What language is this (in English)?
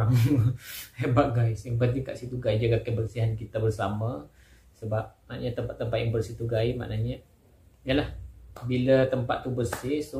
Malay